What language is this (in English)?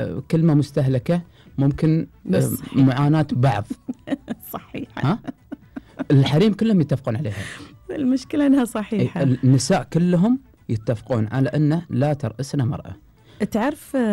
Gulf Arabic